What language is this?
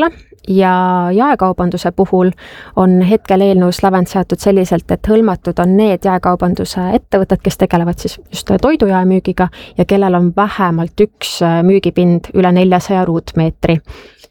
Estonian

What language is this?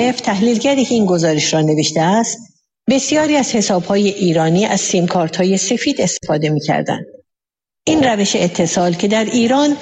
Persian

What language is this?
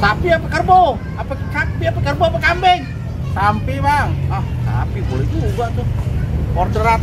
Betawi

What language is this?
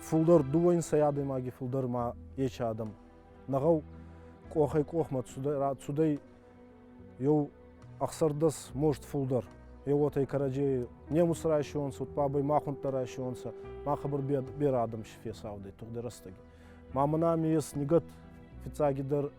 Ossetic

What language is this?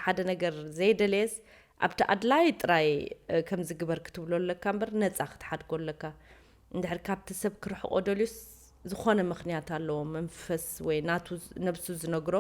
Tigrinya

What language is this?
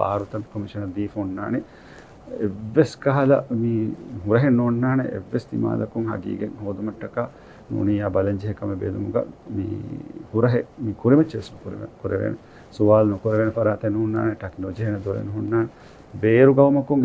Divehi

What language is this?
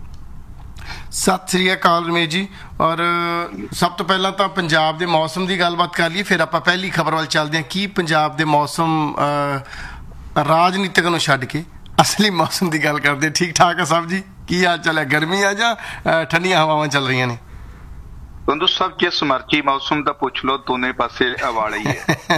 Punjabi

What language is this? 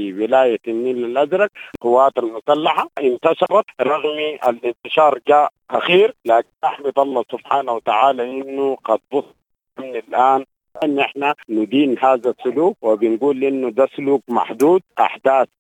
Sudanese Arabic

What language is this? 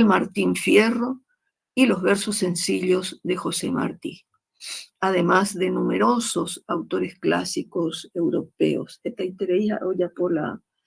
Guarani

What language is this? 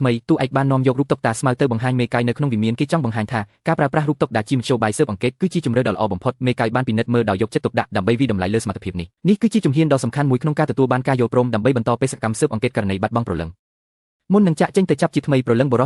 Khmer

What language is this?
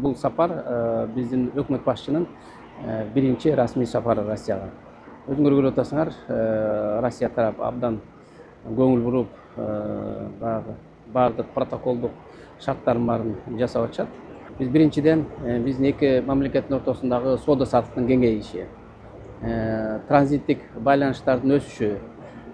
Kyrgyz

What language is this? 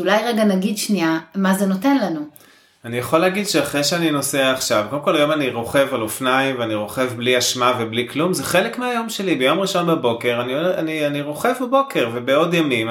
Hebrew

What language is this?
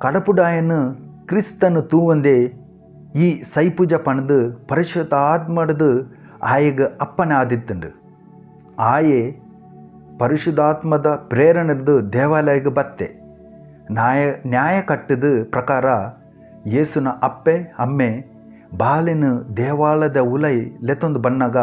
Tulu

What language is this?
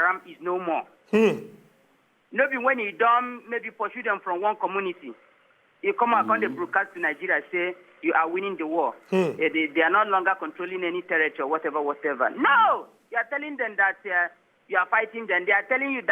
Nigerian Pidgin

